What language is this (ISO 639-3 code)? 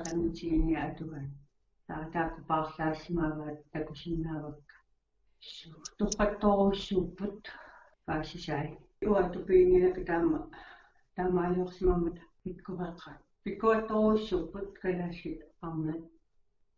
kal